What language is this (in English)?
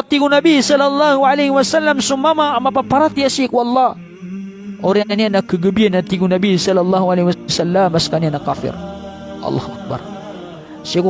Maranao